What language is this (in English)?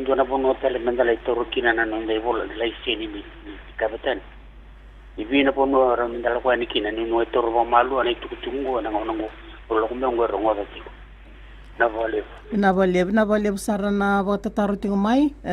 Fijian